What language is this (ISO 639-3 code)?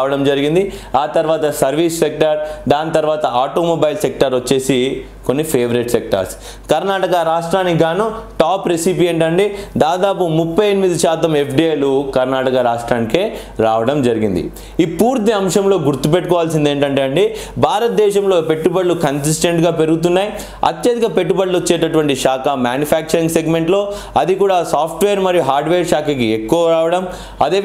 tel